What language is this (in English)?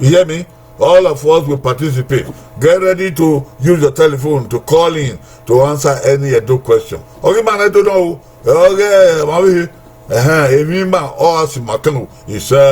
Bini